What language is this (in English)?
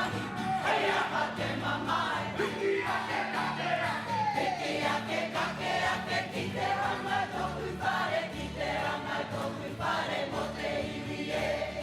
Māori